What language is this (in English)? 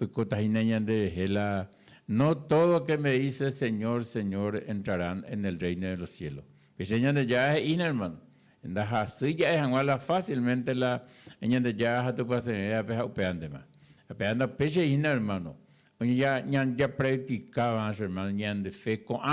Guarani